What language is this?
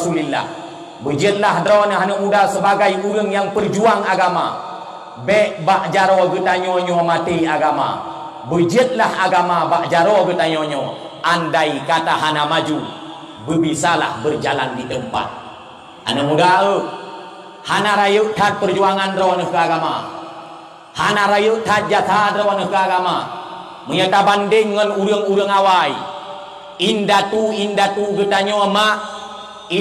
Achinese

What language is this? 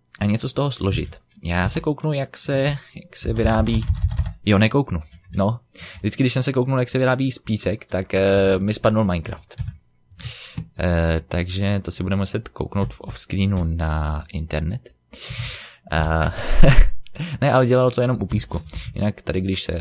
Czech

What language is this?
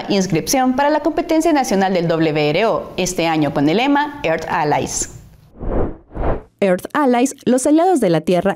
Spanish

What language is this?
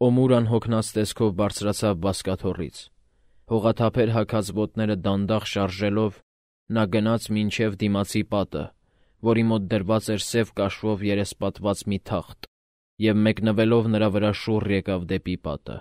Armenian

